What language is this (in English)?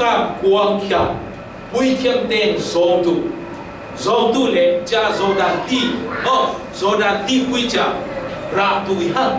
Falam Chin